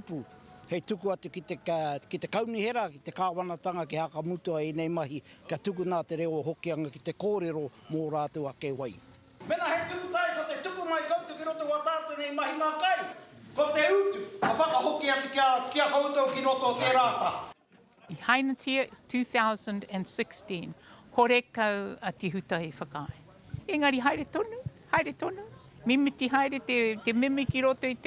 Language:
Māori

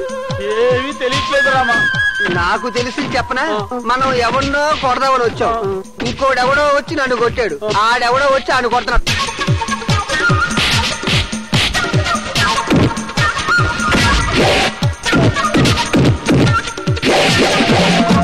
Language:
Telugu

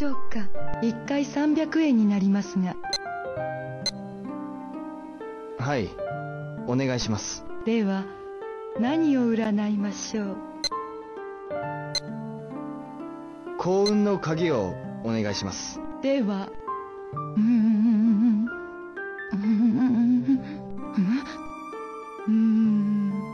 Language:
Japanese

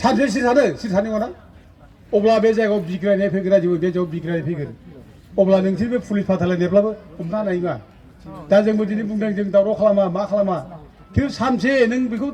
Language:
Bodo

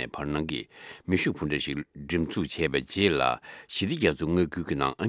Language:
Tibetan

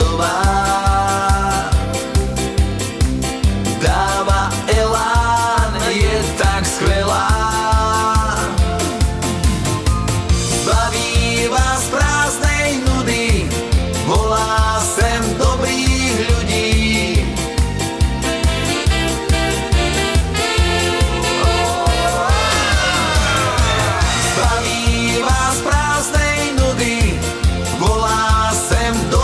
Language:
Slovak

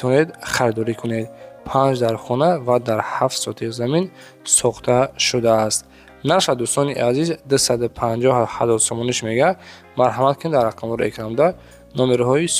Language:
Tajik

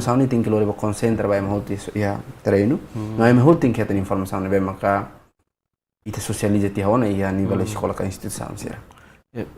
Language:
Tetum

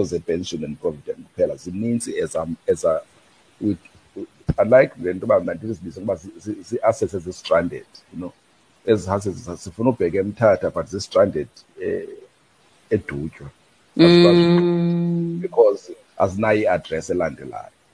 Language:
Xhosa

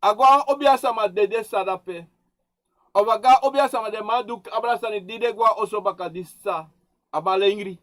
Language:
Sranan Tongo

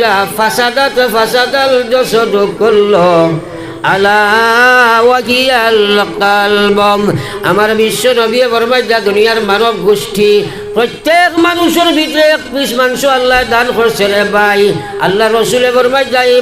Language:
Sylheti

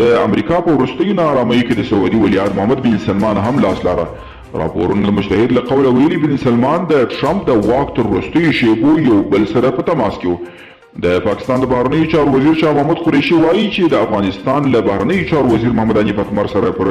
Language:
Pashto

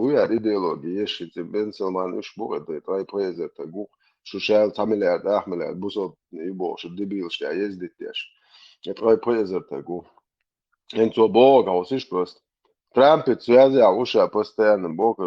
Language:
Chechen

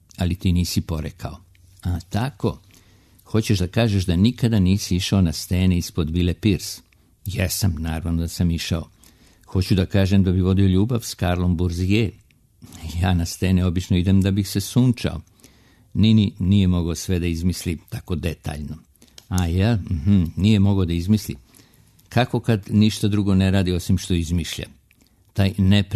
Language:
Serbian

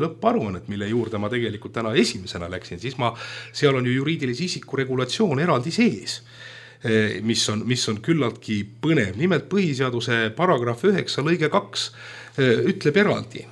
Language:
Estonian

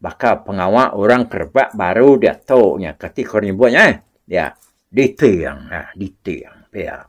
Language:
Iban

